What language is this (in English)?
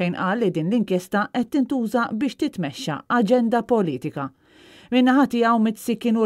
Maltese